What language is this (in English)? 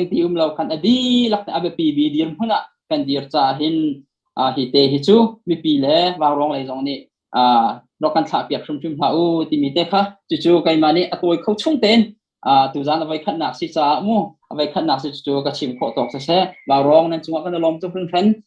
Hakha Chin